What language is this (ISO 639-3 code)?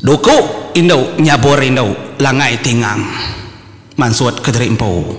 iba